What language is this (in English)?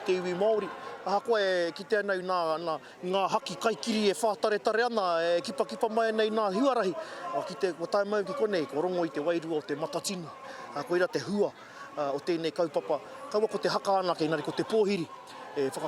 Māori